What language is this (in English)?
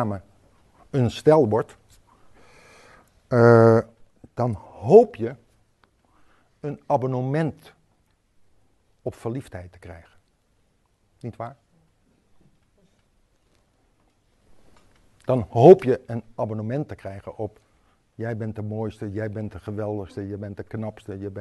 Dutch